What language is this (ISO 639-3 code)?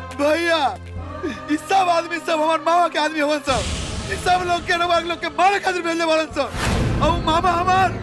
bho